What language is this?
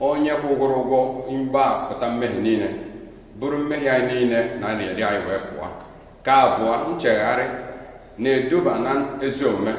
Igbo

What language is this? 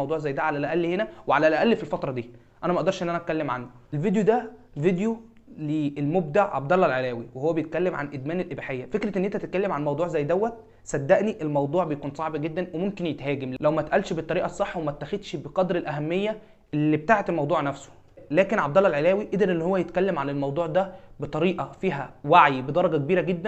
Egyptian Arabic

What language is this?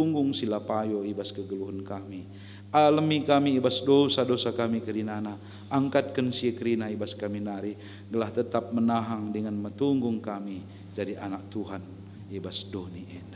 Batak Karo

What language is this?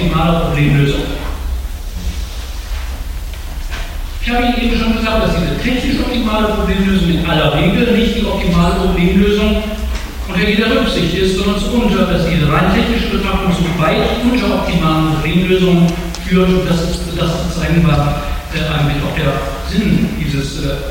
German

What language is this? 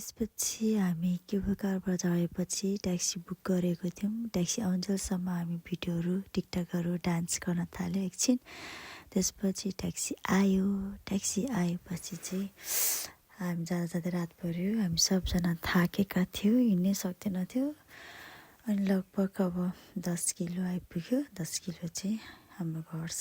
Nepali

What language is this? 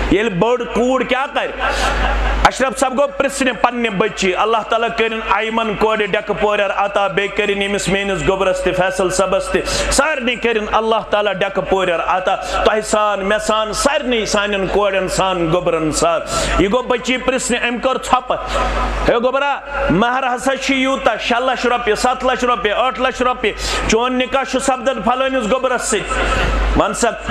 Kashmiri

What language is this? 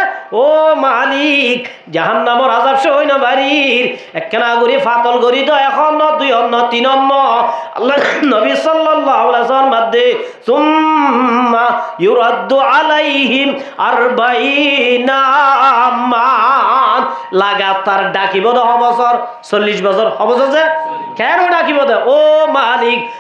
Rohingya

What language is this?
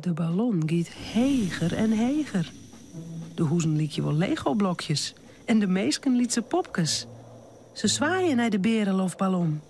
Western Frisian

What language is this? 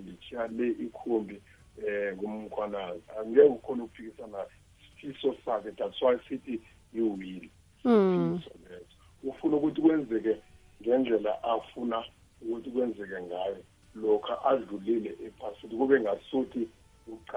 South Ndebele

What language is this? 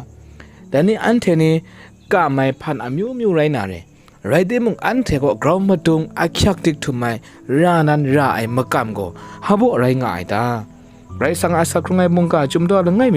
Kachin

